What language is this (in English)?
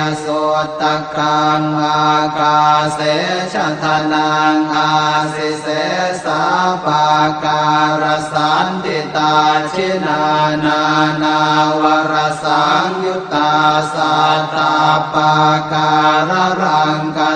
Pali